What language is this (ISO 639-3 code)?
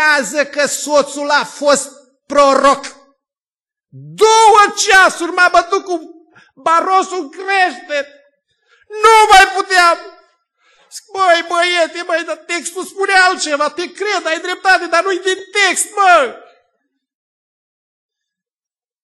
ron